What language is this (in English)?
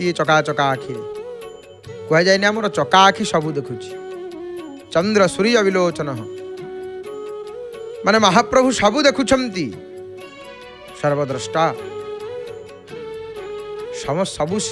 Odia